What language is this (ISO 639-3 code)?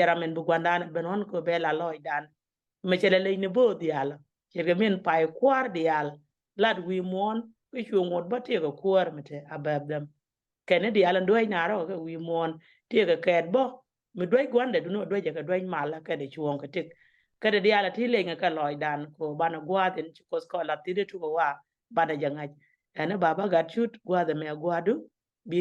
nus